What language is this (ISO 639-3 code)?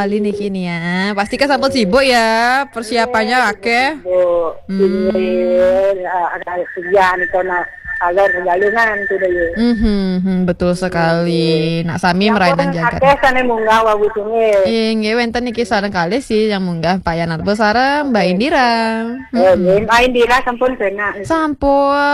ban